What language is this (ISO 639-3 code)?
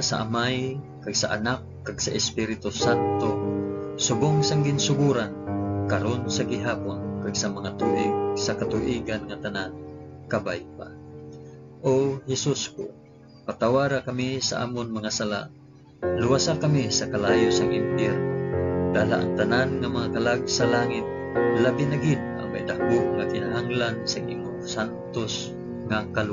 hil